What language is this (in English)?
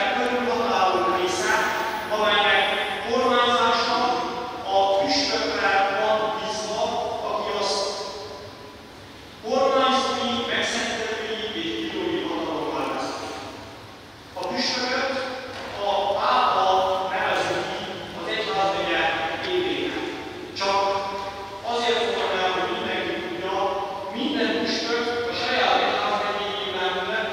Hungarian